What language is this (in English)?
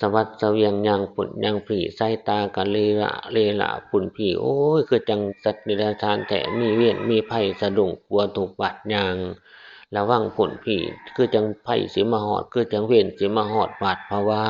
Northeastern Thai